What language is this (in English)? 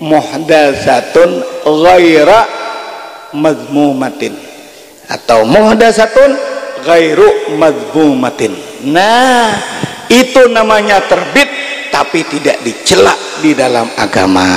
Banjar